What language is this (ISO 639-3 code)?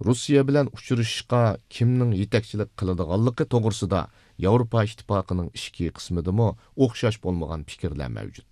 uig